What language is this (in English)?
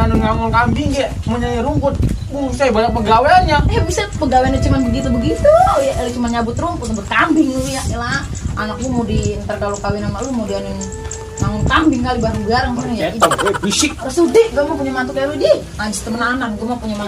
Betawi